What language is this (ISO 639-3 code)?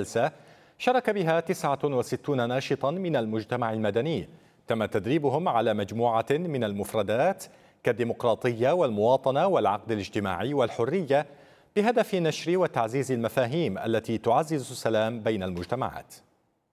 ara